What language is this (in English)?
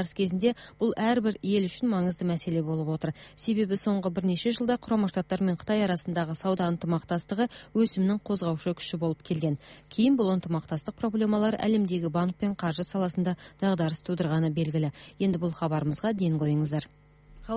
Kazakh